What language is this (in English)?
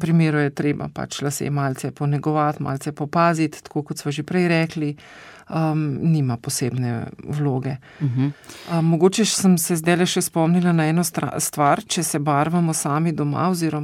Slovenian